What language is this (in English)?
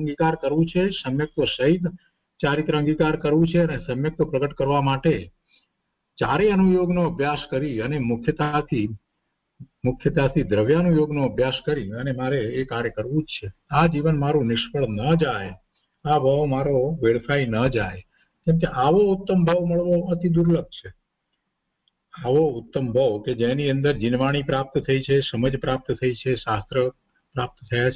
Gujarati